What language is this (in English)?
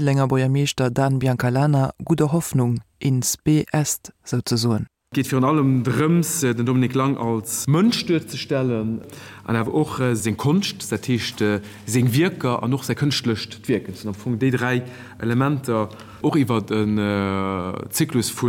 Luxembourgish